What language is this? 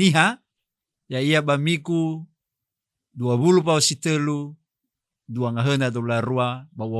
Nias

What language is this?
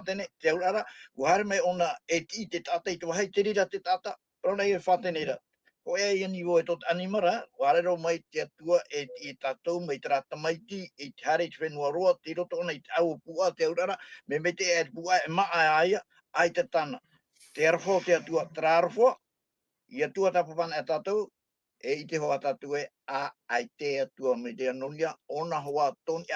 Tahitian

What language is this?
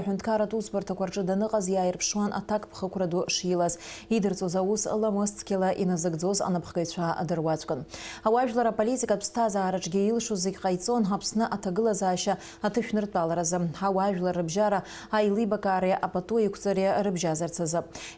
Abkhazian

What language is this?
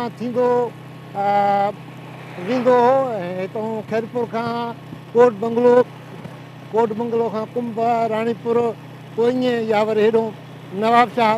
Sindhi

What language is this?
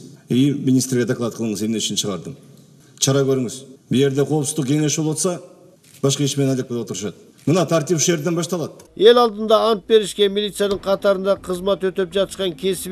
Kyrgyz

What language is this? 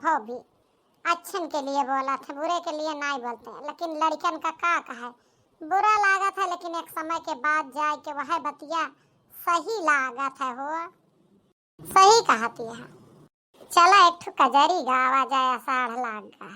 Awadhi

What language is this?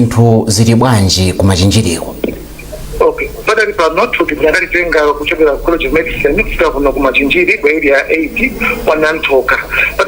Nyanja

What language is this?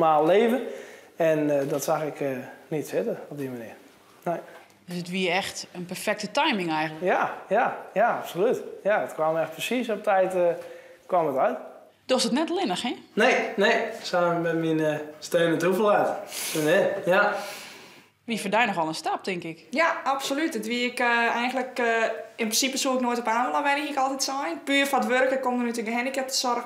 Western Frisian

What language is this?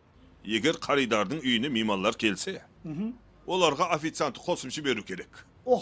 Kara-Kalpak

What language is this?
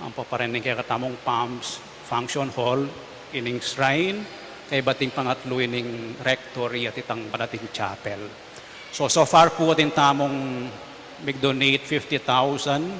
Pampanga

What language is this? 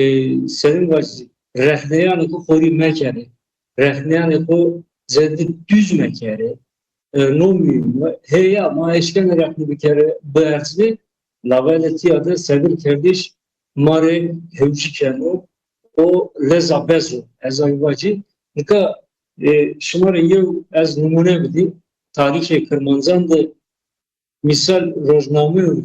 Zaza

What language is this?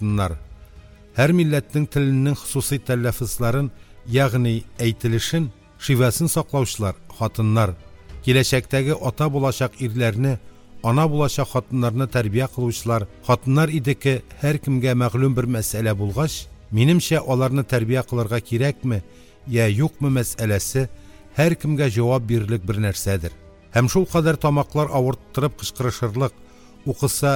Tatar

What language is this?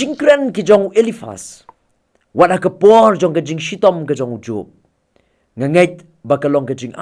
Khasi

